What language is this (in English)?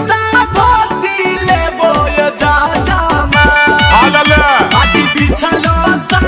Magahi